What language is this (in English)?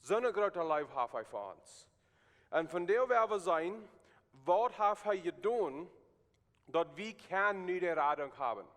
Plautdietsch